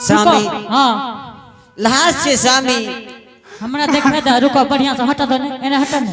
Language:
Angika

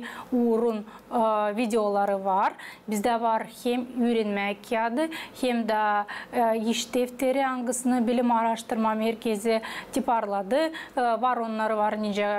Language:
Gagauz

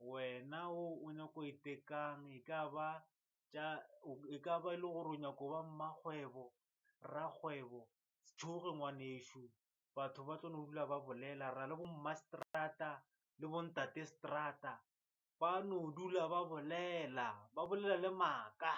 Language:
Northern Sotho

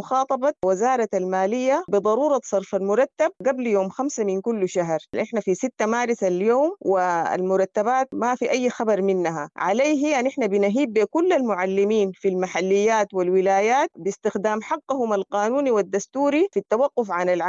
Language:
Sudanese Arabic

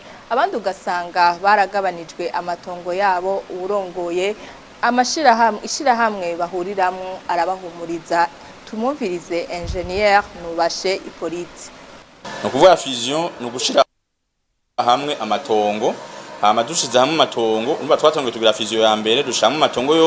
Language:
Rundi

